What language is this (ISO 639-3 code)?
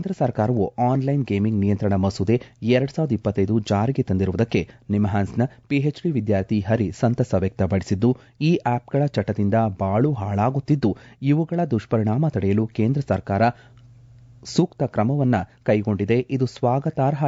kan